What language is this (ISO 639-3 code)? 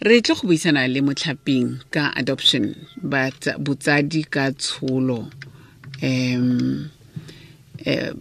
tsn